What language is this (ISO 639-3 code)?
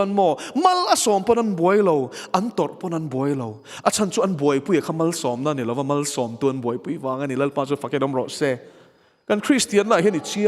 lus